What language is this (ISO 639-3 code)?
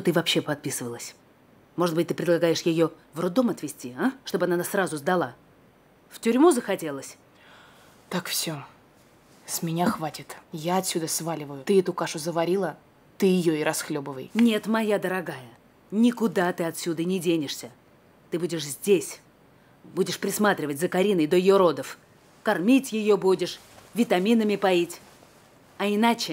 rus